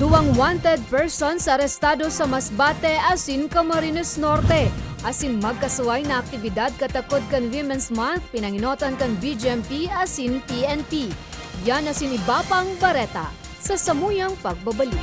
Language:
Bikol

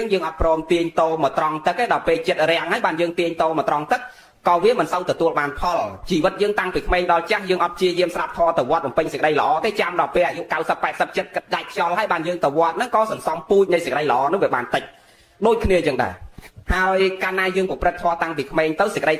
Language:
Khmer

